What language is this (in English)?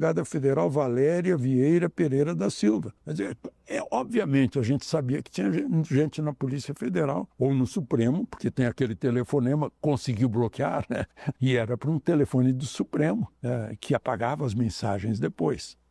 Portuguese